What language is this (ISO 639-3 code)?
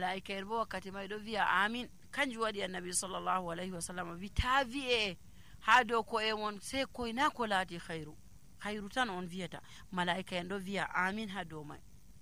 fuv